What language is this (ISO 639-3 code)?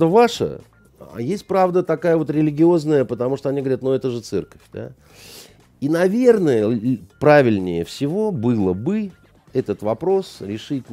rus